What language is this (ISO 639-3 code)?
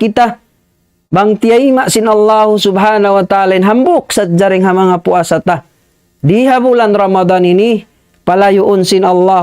tsg